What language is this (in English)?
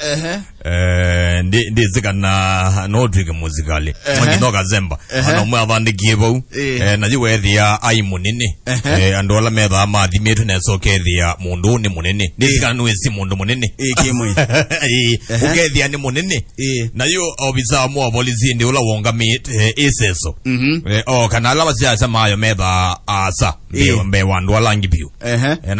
Kamba